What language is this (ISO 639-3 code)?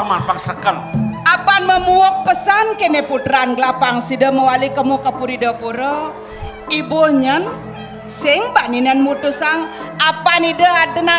ban